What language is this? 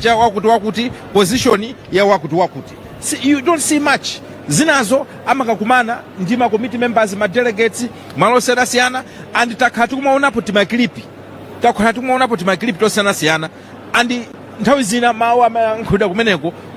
Nyanja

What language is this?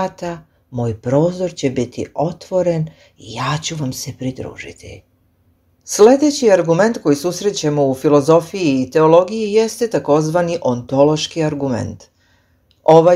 Serbian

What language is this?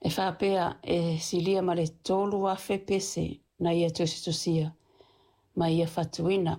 Samoan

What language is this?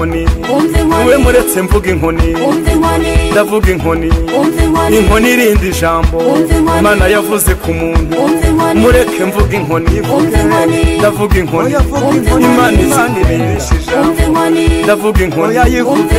Kinyarwanda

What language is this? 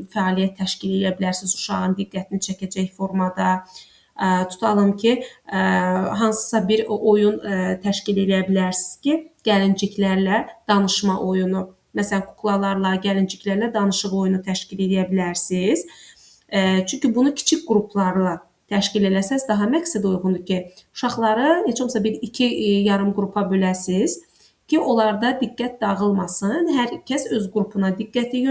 Azerbaijani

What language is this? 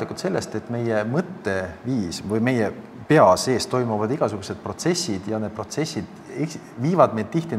Estonian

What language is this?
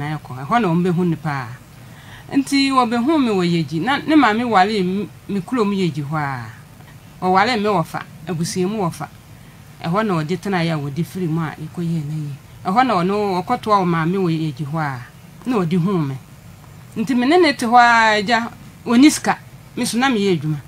Akan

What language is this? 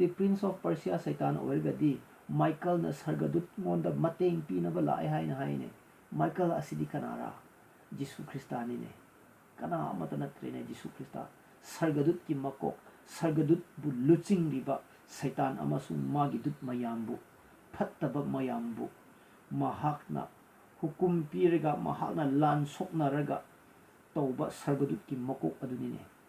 Manipuri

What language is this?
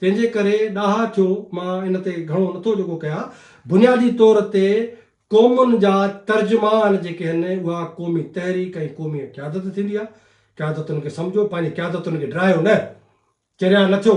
Sindhi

